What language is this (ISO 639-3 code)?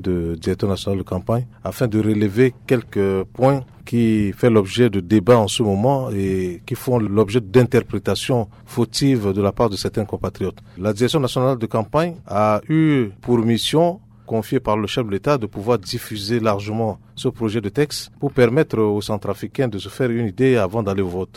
fra